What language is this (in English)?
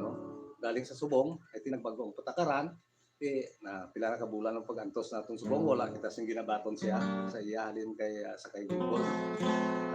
Hiligaynon